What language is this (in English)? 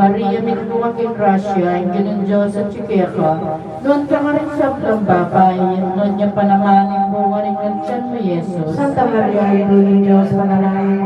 Pampanga